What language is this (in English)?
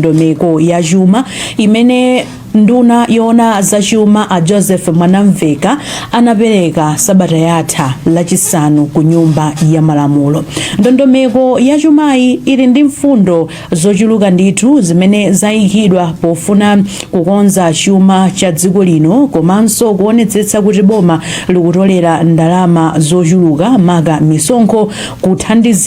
Nyanja